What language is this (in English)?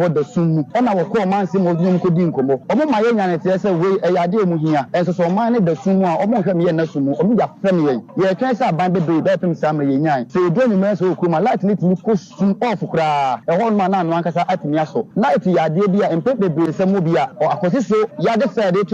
Akan